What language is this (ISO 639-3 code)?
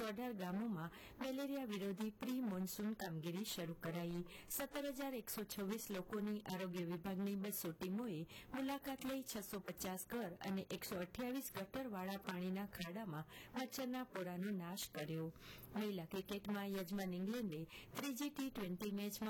guj